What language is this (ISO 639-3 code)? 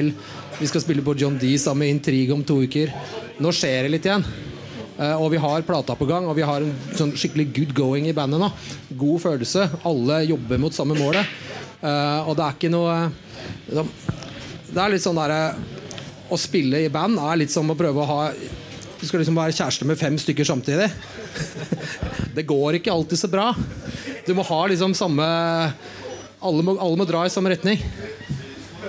nor